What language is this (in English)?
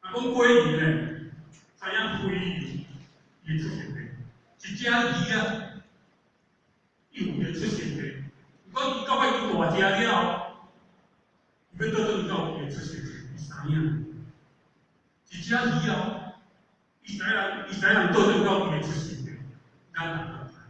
Min Nan Chinese